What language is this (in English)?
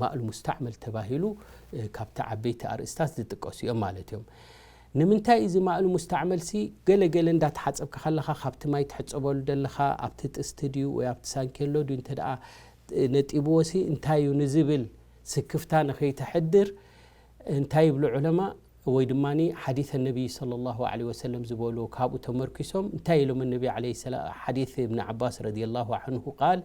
Tigrinya